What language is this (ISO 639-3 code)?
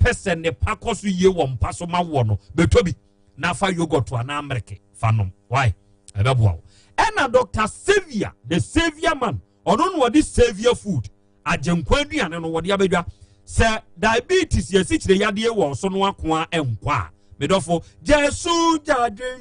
aka